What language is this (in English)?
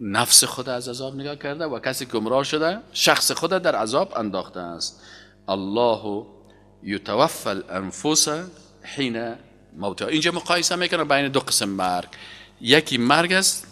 Persian